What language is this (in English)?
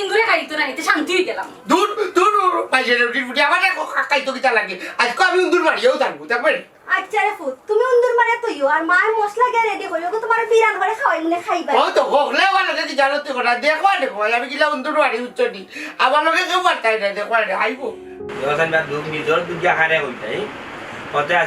Sylheti